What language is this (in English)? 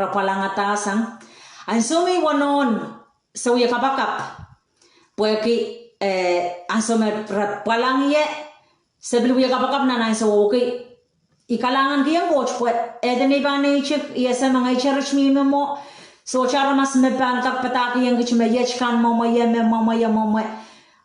Pohnpeian